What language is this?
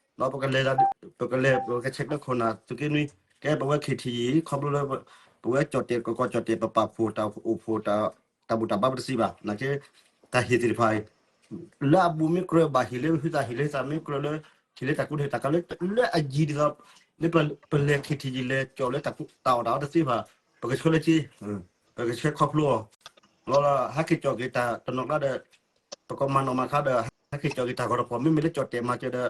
S'gaw Karen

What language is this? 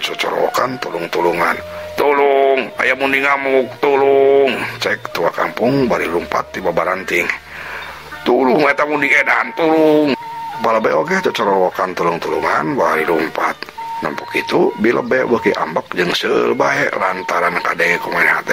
Sundanese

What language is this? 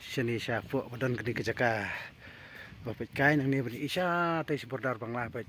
Khasi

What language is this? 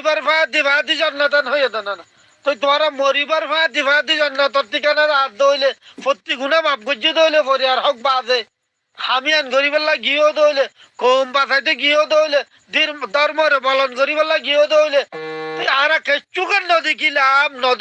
Rohingya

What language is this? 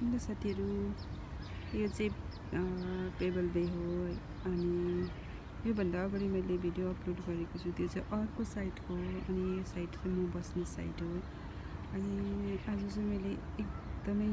Nepali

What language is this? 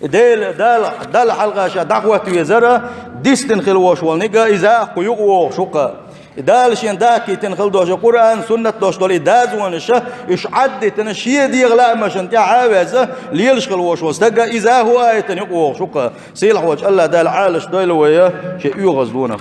Chechen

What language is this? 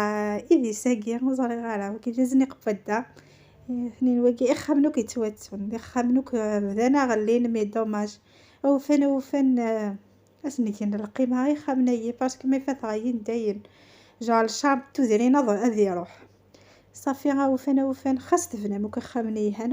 Kabyle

